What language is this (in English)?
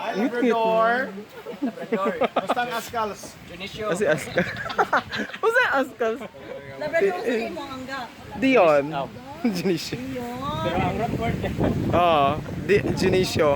Cebuano